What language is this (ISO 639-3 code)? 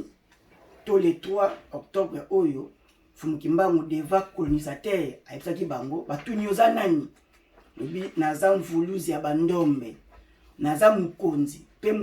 lin